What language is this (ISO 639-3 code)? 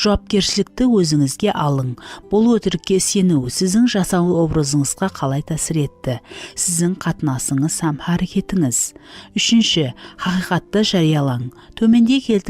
kaa